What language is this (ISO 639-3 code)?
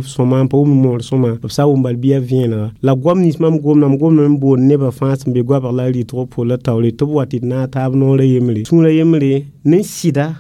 mos